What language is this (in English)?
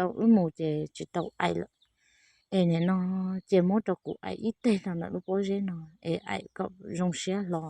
Hmong